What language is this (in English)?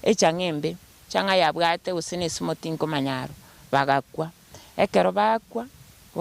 Gusii